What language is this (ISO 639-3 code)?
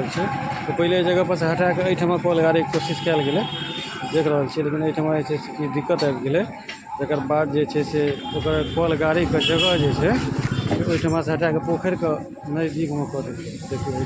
mai